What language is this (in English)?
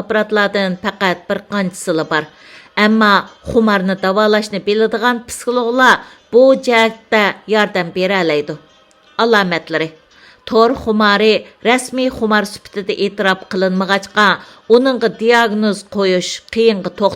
Uyghur